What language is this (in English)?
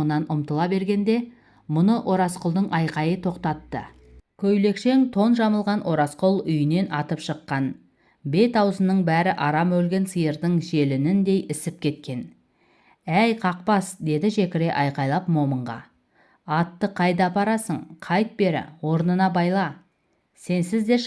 Kazakh